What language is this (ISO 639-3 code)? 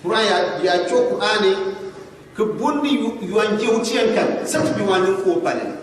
gux